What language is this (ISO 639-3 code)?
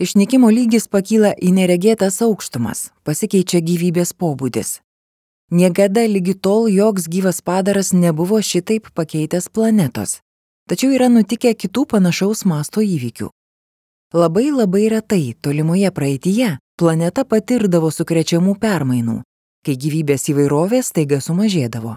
lit